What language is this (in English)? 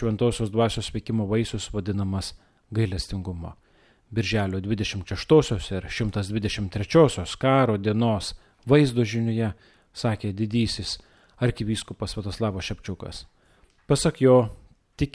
Lithuanian